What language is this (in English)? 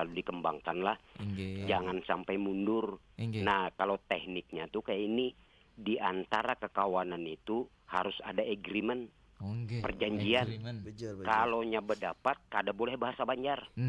Banjar